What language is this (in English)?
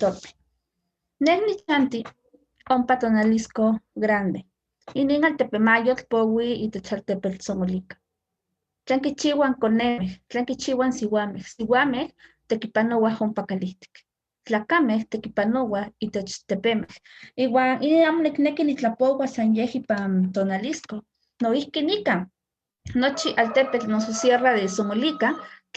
Eastern Huasteca Nahuatl